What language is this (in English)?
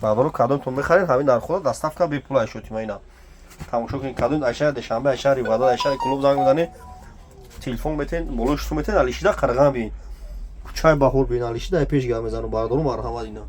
Tajik